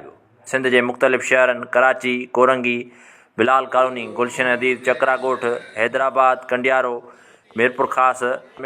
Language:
Sindhi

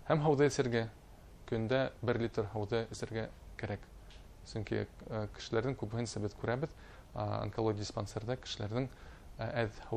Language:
Bashkir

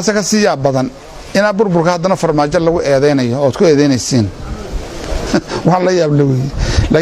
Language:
Somali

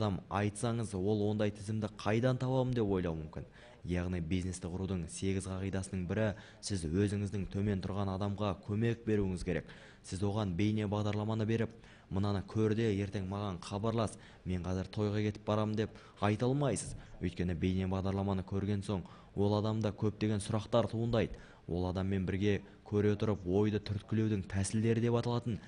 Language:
Kazakh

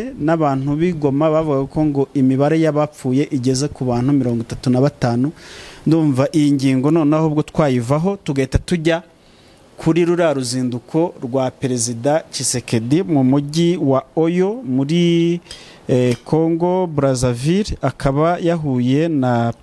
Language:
Kinyarwanda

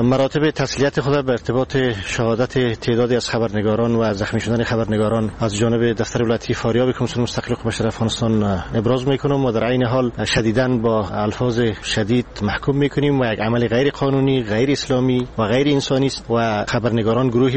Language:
Persian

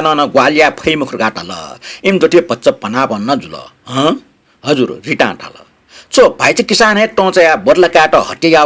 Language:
Newari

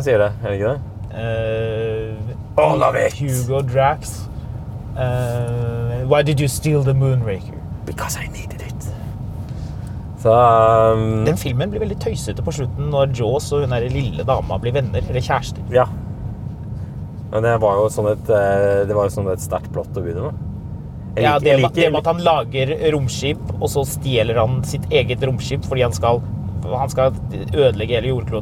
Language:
Norwegian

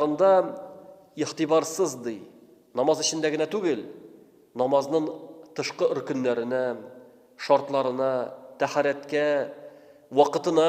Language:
Tatar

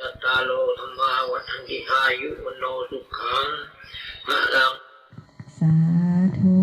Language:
Pali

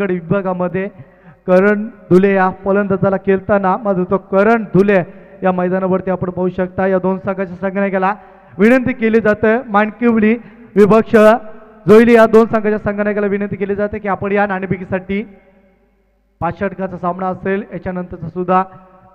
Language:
Marathi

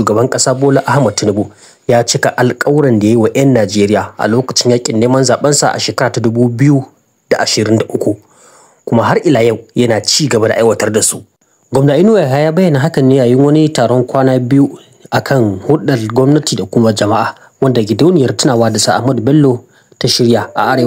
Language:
Hausa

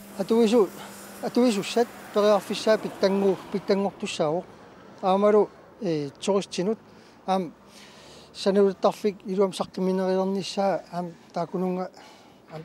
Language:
Kalaallisut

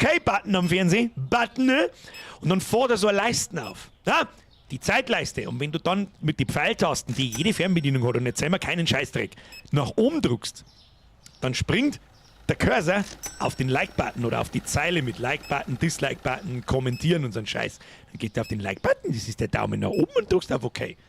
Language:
Bavarian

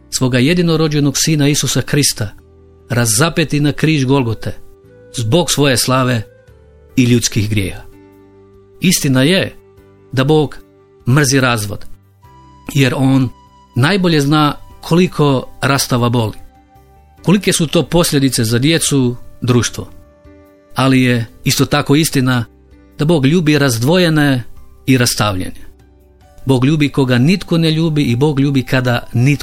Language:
Croatian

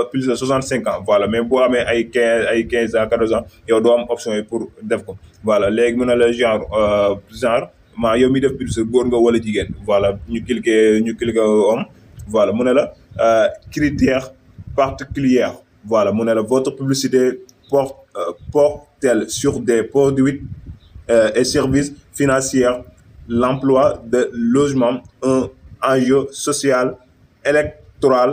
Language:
Wolof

